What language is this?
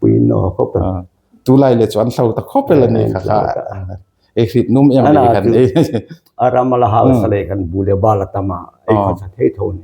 Hmar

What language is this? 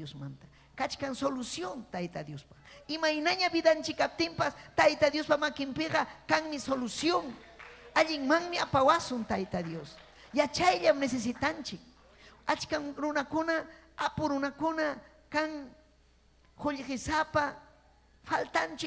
Ayacucho Quechua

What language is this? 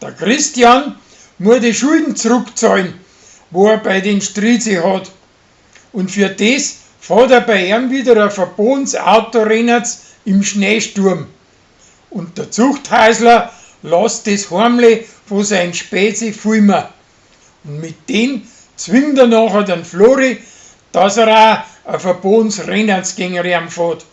Bavarian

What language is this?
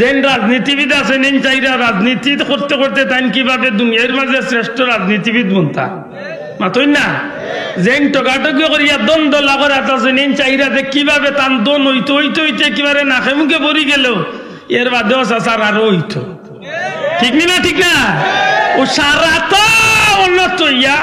Sylheti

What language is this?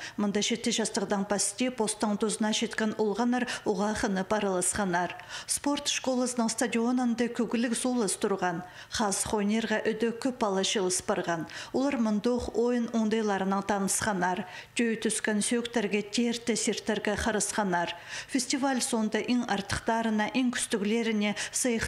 Khakas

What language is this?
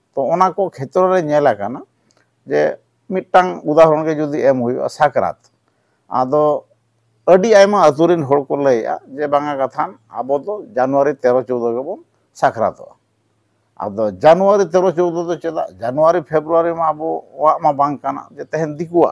Santali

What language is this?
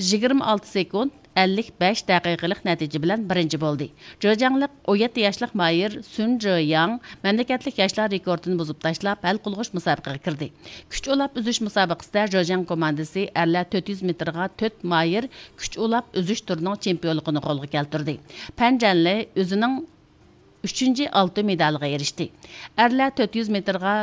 Uyghur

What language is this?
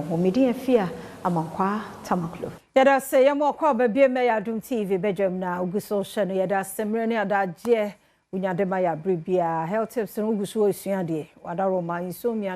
Akan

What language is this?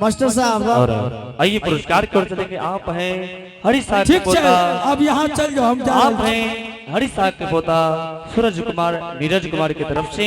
Angika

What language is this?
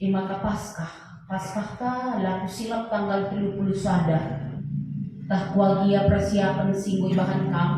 Batak Karo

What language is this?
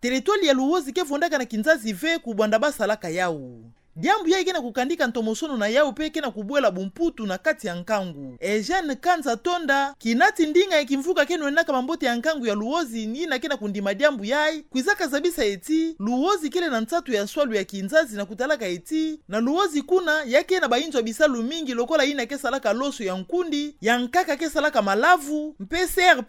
Kituba (Democratic Republic of Congo)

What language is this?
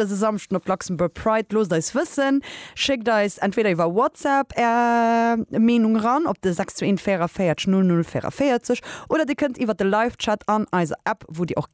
Luxembourgish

